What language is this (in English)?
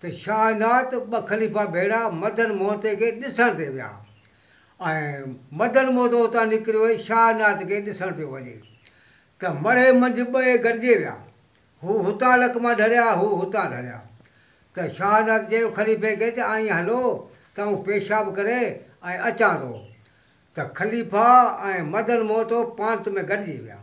Sindhi